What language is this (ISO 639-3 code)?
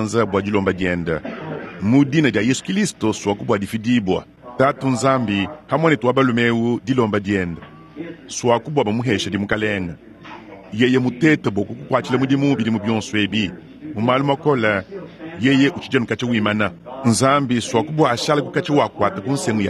lua